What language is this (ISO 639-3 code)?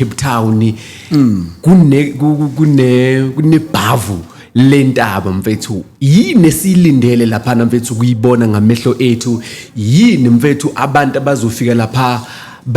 zul